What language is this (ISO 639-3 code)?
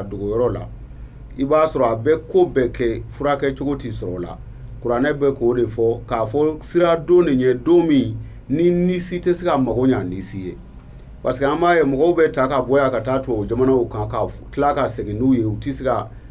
bam